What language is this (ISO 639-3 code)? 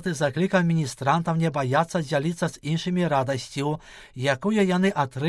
bel